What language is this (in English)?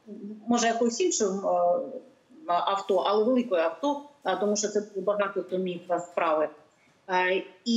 Ukrainian